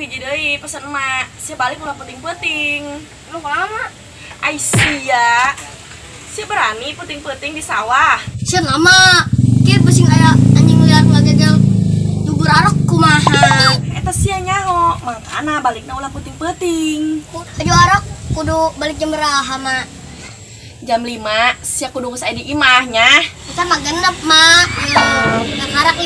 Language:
Sundanese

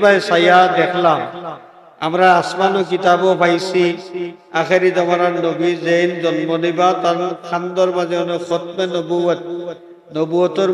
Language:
Sylheti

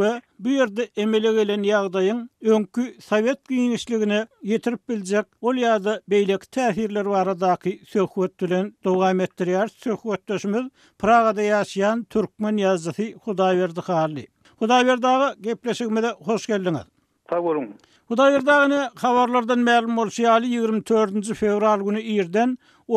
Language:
Turkmen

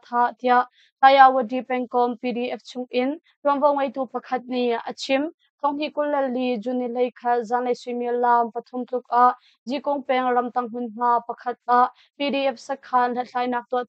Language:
Hakha Chin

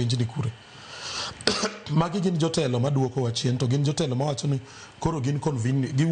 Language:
Luo (Kenya and Tanzania)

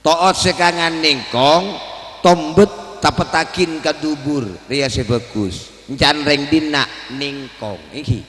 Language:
Madurese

